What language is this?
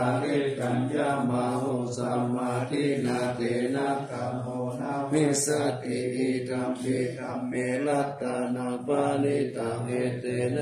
Pali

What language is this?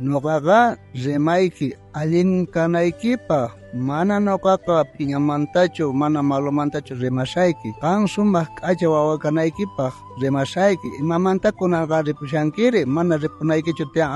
South Bolivian Quechua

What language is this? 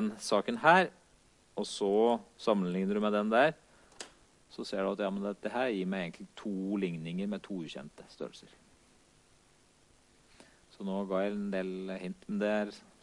Norwegian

